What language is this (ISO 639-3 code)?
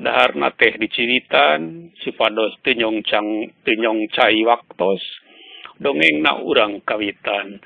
sun